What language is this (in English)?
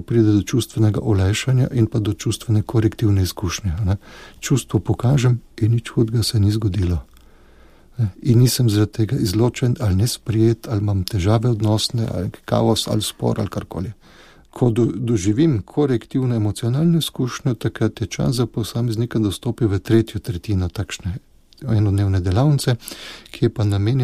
Slovenian